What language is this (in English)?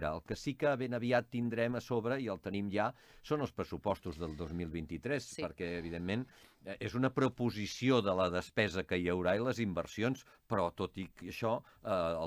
Catalan